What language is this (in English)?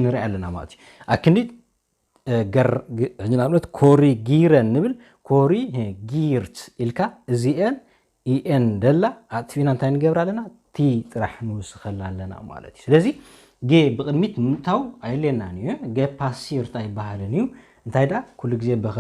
Tigrinya